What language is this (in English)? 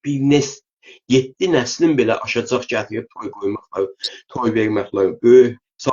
South Azerbaijani